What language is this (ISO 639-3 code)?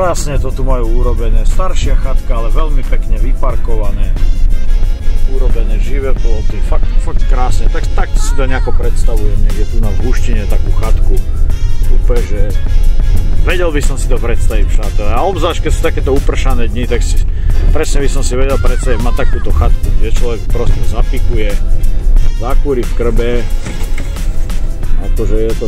slk